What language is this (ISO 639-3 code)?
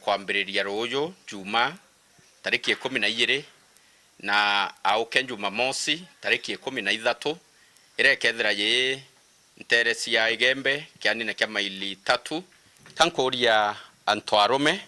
mer